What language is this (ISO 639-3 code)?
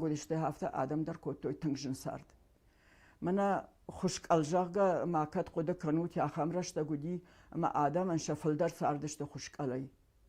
oss